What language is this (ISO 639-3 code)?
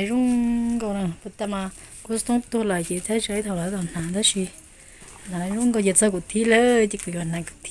hmn